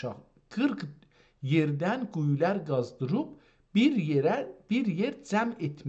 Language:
South Azerbaijani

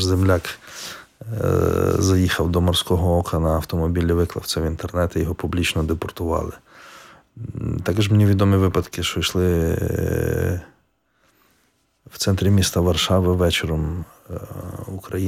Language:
Ukrainian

